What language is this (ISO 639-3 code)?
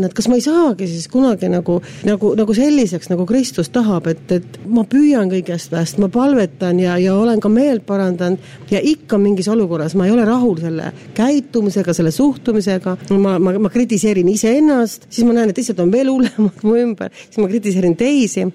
est